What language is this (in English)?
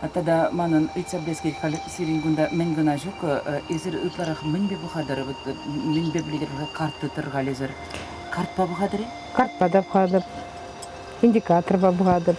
Chuvash